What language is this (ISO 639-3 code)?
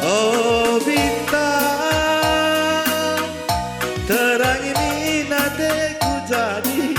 btx